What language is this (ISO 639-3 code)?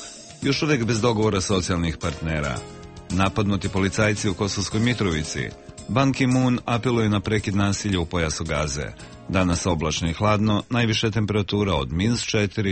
srp